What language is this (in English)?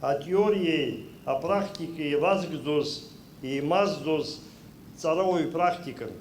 Abkhazian